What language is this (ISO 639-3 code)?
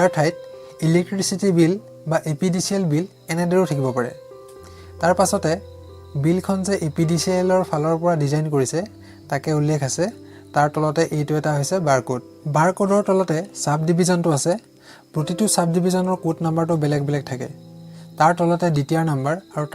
asm